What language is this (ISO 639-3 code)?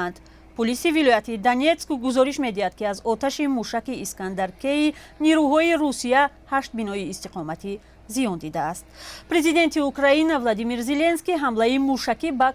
tgk